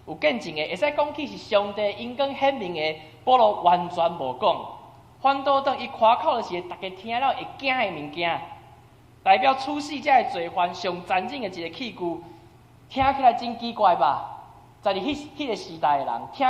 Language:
Min Nan Chinese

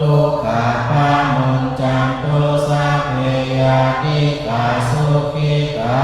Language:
Pali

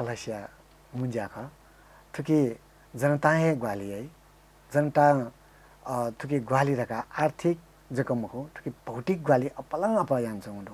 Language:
Newari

